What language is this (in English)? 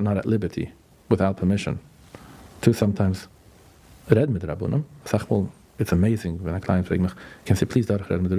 Yiddish